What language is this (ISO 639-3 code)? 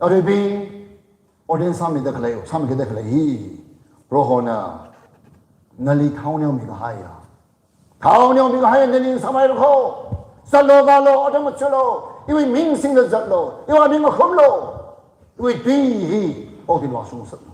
nmf